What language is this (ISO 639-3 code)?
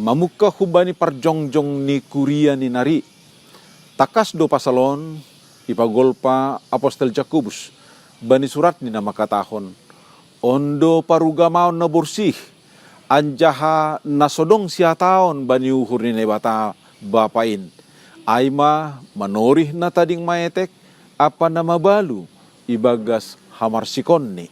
bts